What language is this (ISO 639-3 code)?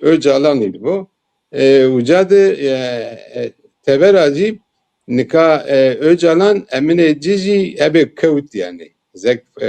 zza